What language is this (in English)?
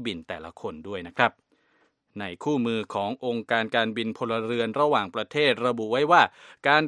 Thai